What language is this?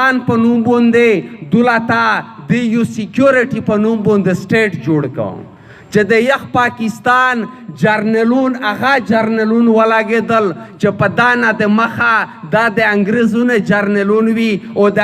Pashto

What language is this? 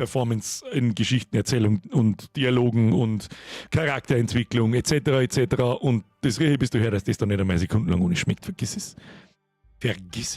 Bavarian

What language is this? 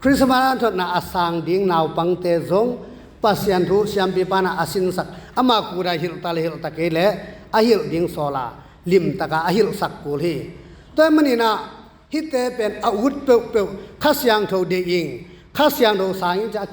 Tedim Chin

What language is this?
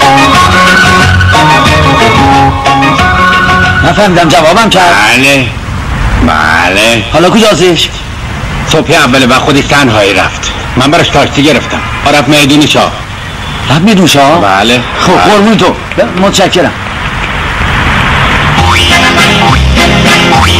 Persian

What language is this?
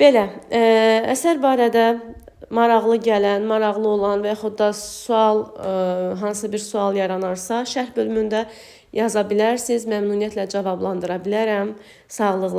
Azerbaijani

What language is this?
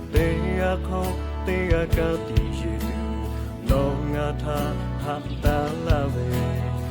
Lahu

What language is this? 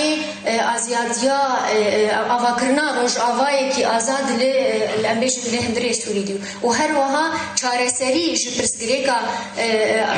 Kurdish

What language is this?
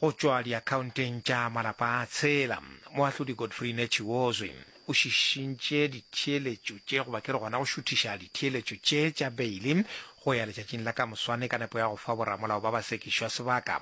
Northern Sotho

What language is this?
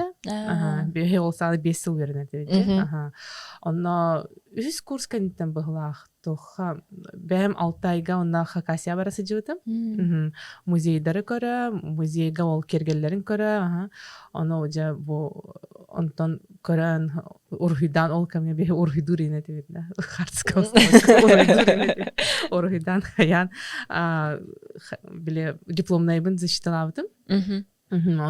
Yakut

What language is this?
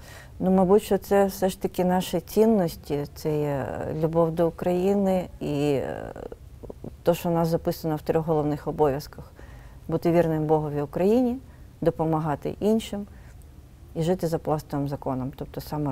Ukrainian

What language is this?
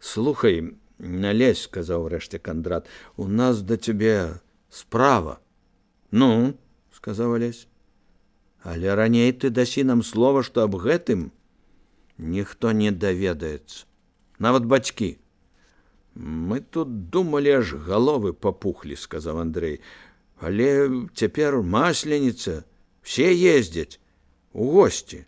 Belarusian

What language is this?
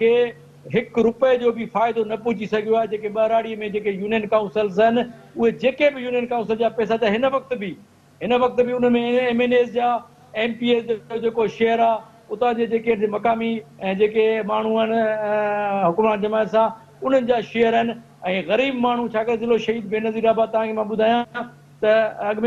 Sindhi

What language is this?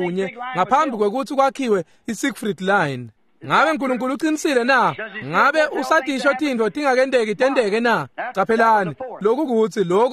Swati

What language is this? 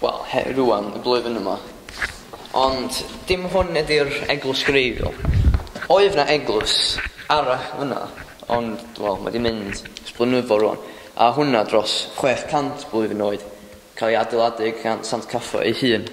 Welsh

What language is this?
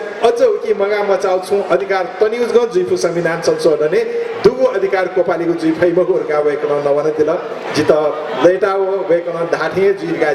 Newari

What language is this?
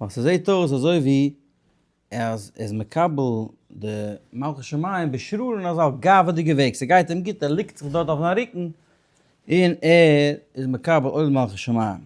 Yiddish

